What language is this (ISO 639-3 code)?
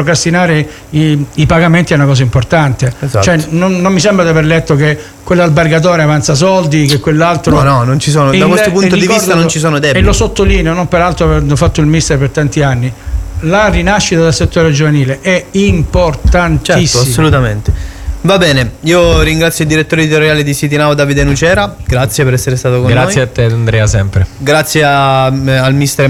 ita